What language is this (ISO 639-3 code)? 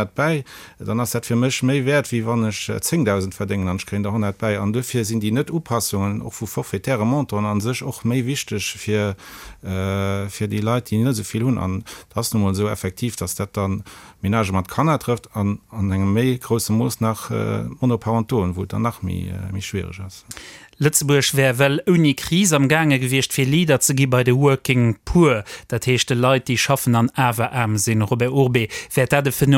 ltz